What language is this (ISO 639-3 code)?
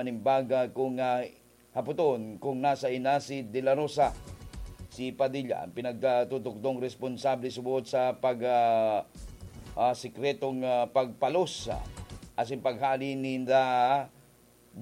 bik